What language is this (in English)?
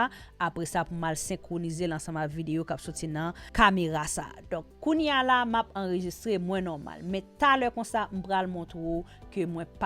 Haitian Creole